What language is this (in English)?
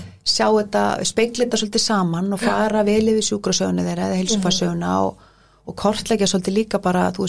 Icelandic